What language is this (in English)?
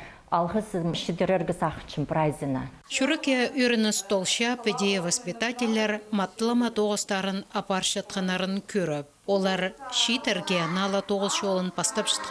Khakas